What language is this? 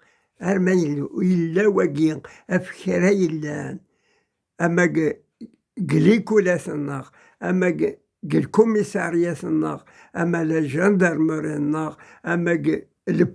Kabyle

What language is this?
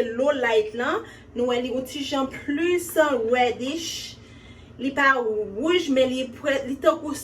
Haitian Creole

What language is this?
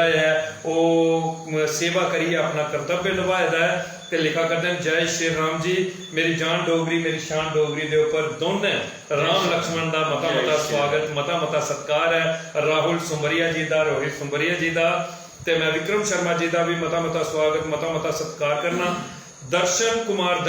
Dogri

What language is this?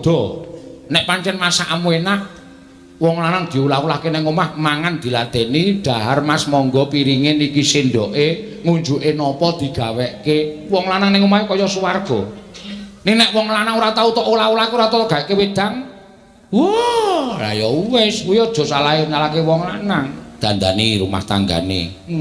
Javanese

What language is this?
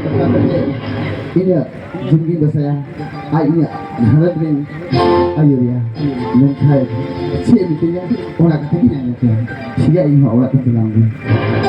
Santali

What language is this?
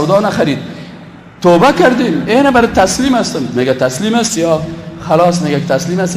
Persian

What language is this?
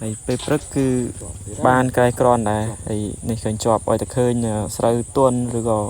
Khmer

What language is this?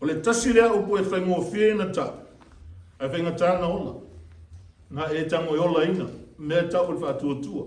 Samoan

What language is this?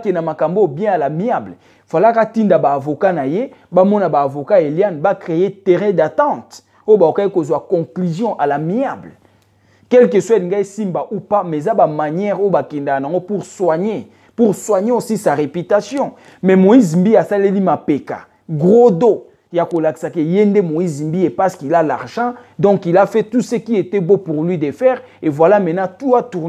Lingala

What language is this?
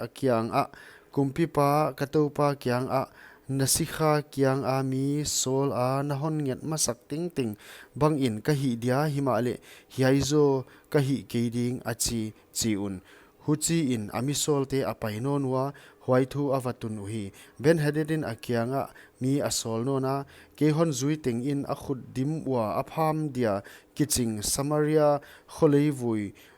Paite Chin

